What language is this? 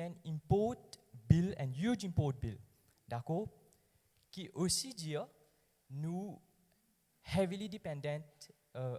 Morisyen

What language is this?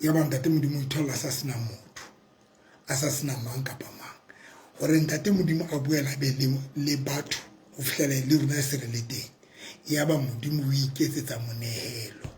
Southern Sotho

